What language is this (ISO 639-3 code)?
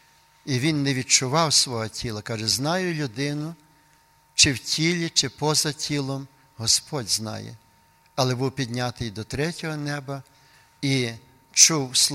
ukr